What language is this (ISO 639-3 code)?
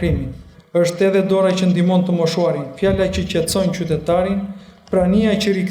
sqi